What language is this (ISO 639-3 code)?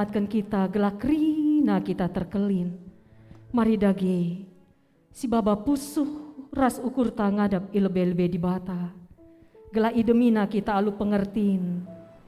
btx